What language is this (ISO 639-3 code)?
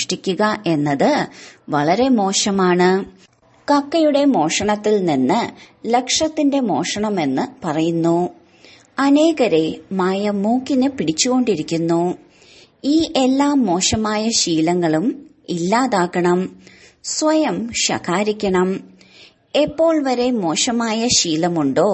mal